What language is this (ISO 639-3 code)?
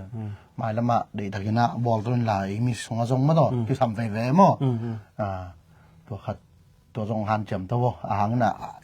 ctd